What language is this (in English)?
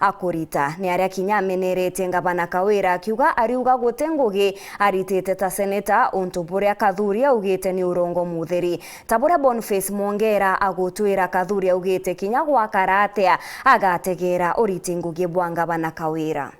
Meru